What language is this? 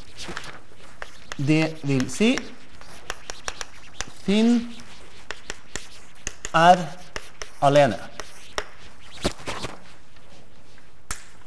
Norwegian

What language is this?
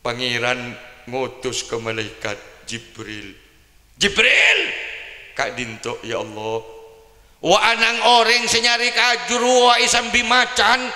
Madurese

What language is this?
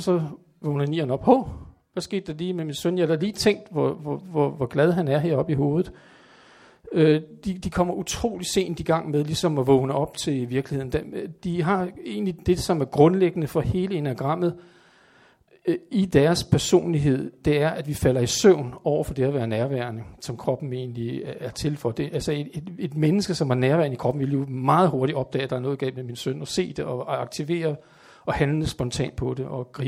Danish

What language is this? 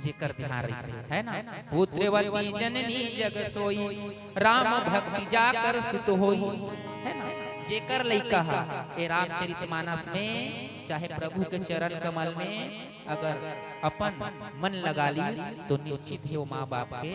Chhattisgarhi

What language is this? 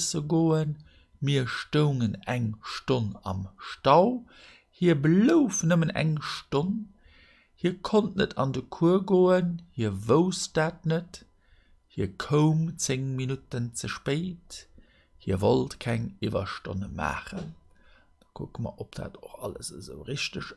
Luxembourgish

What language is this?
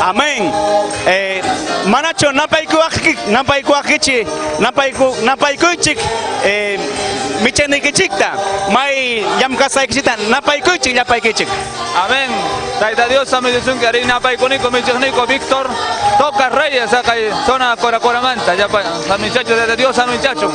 Ayacucho Quechua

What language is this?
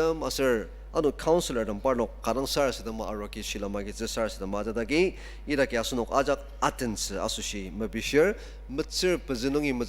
Ao Naga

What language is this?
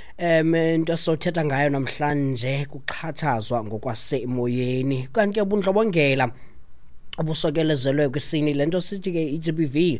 Xhosa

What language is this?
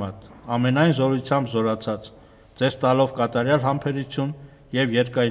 Armenian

